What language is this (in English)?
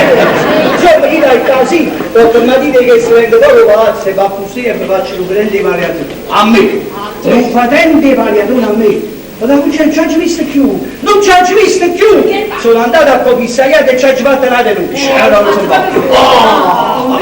Neapolitan